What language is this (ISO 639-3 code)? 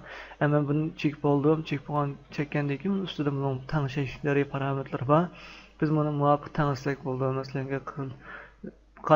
uig